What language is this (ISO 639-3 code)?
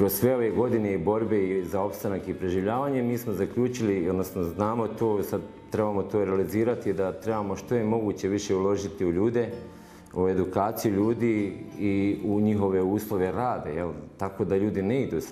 bos